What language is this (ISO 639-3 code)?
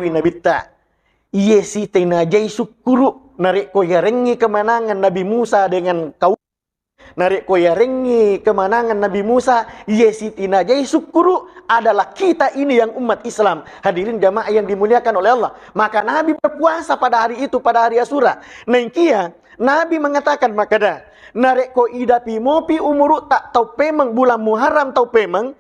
bug